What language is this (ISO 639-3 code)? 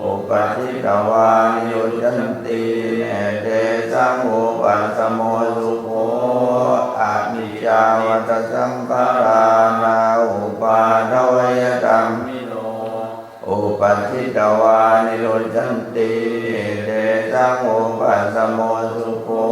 pli